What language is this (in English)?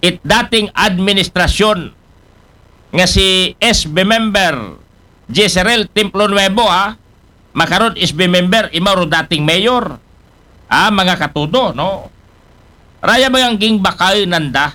Aklanon